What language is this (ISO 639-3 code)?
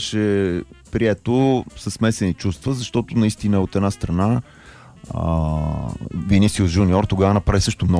bul